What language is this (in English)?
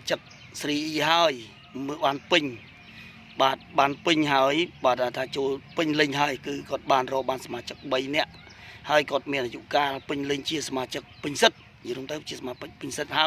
Khmer